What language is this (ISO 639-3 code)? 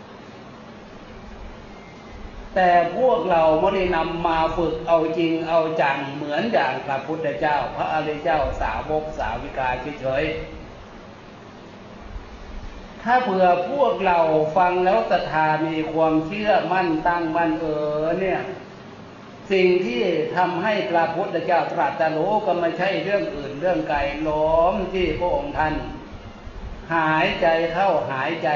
tha